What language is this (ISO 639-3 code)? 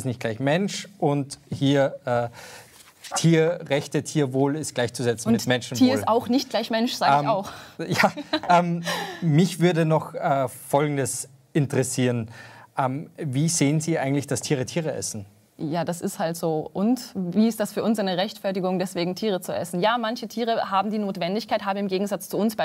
deu